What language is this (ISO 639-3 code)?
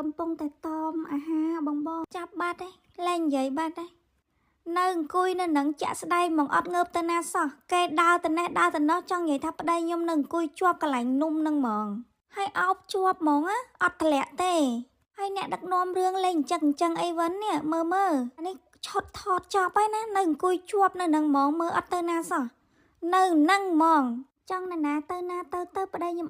khm